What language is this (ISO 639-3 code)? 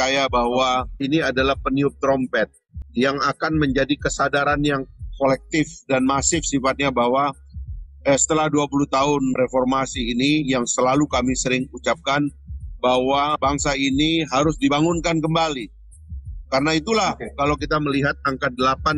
ind